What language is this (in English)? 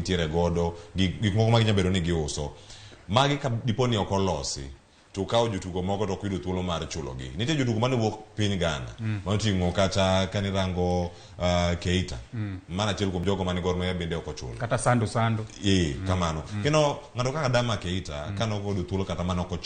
Luo (Kenya and Tanzania)